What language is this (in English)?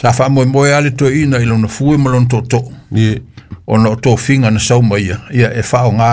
Samoan